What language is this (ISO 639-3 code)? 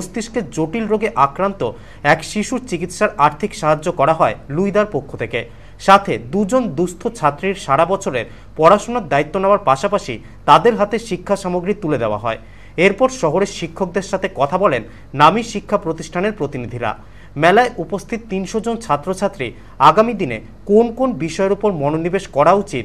ben